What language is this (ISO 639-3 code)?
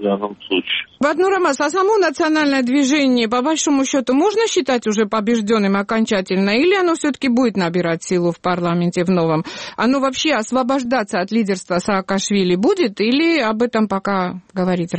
rus